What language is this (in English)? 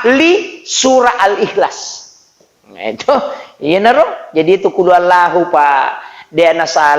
Buginese